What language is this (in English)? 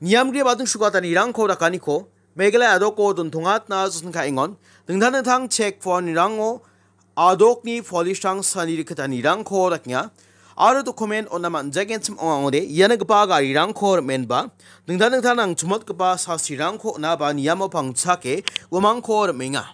Garo